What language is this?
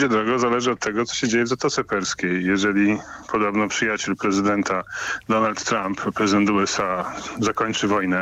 Polish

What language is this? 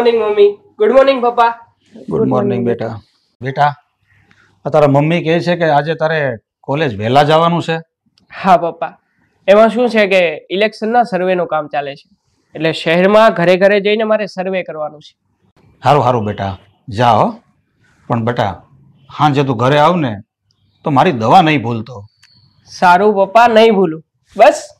Gujarati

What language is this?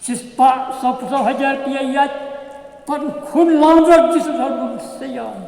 Khasi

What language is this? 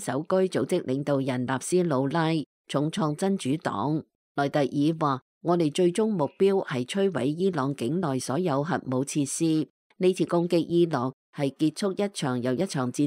Cantonese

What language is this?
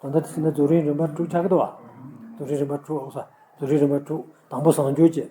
Tibetan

